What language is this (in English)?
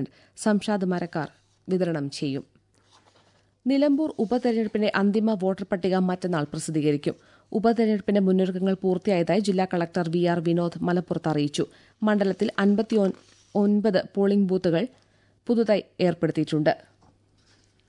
Malayalam